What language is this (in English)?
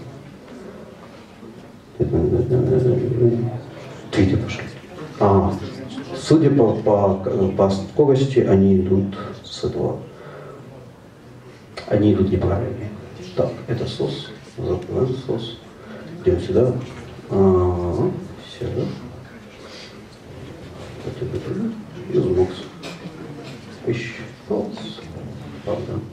Russian